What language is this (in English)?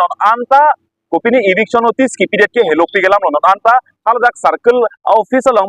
Karbi